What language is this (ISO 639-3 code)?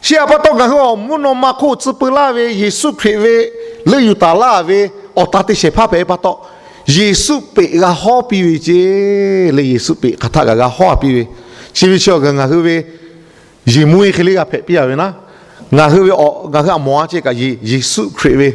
lhu